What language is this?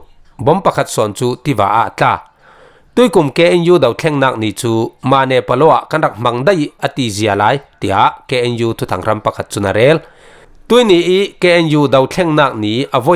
Falam Chin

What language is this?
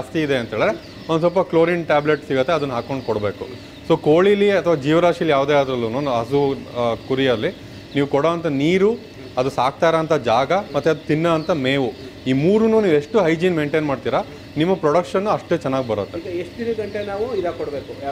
Kannada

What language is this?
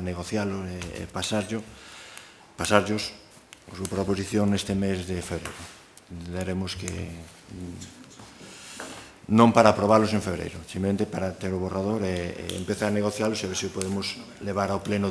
Galician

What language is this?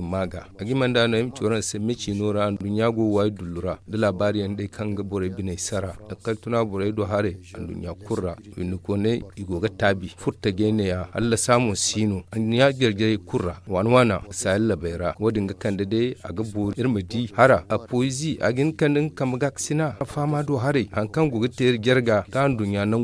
Zarma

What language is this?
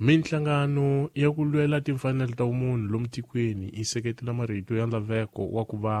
Tsonga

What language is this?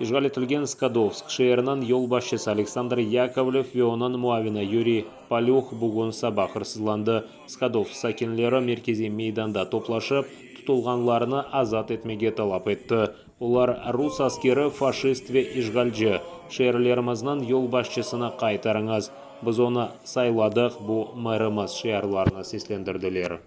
Crimean Tatar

